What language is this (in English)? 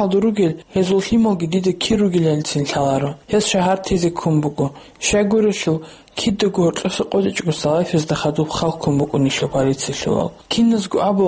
Avaric